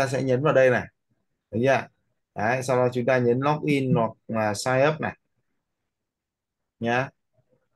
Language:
Vietnamese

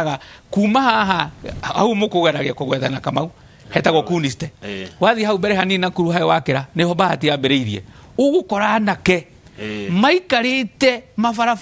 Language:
Kikuyu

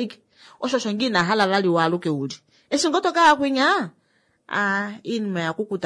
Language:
Kuanyama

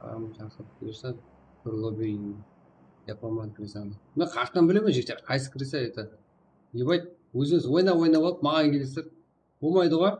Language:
Kara-Kalpak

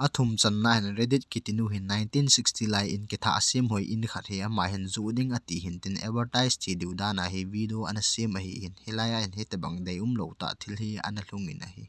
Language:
Thado Chin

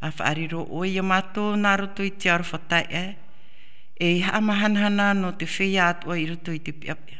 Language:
Tahitian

